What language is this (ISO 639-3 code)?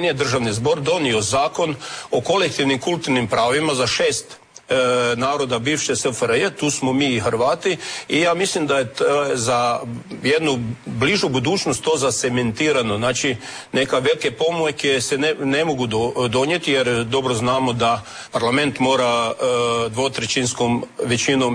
hrv